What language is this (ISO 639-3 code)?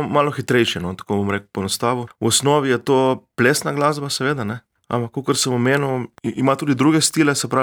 slv